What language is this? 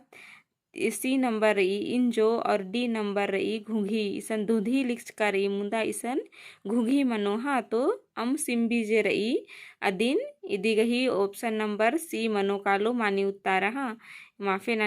Kurukh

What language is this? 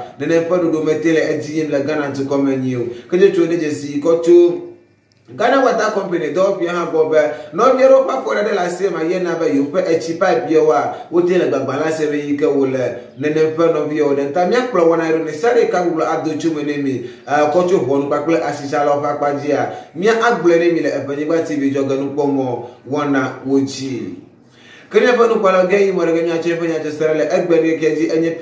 Ewe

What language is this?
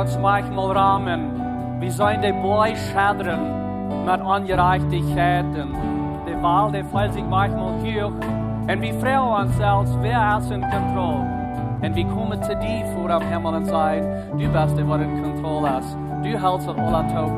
Plautdietsch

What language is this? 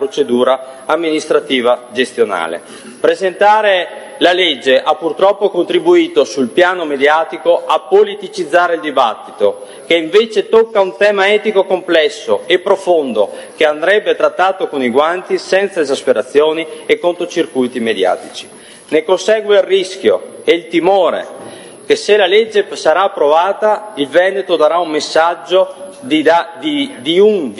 Italian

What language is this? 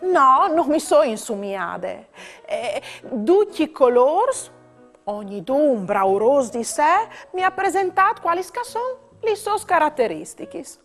Friulian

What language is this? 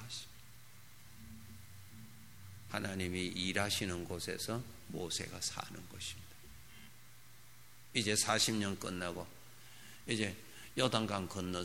Korean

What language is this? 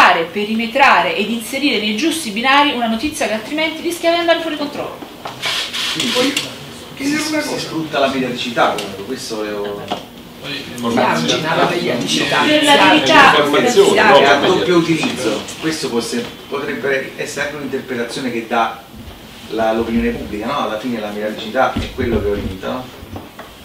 Italian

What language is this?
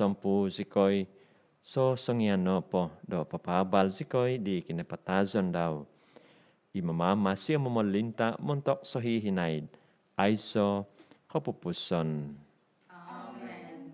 Central Dusun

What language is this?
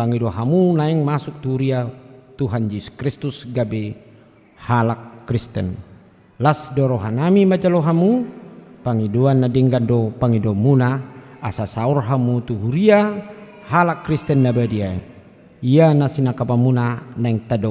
Batak Toba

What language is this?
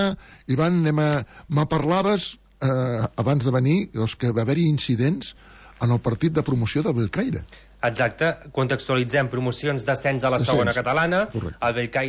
Catalan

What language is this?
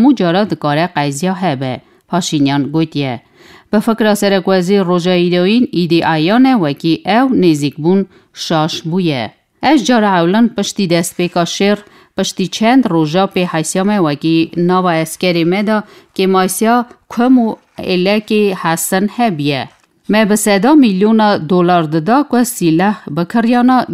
Kurdish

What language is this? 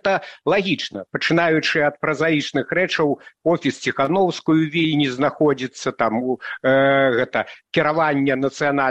Belarusian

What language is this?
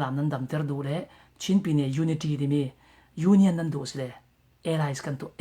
Falam Chin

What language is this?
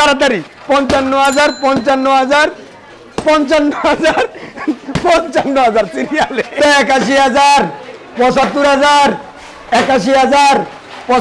Bangla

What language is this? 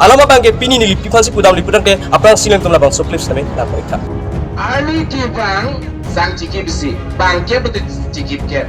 Karbi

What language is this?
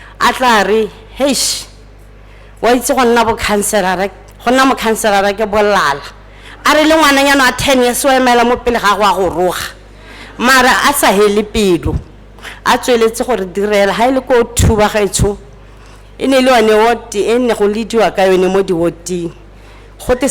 Tswana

